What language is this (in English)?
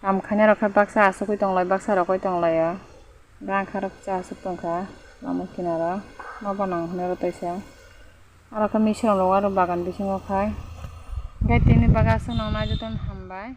Kok Borok